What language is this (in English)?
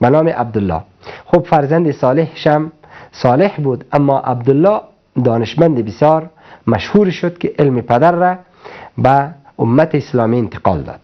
Persian